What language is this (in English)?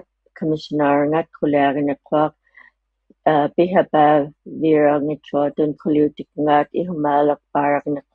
Inuktitut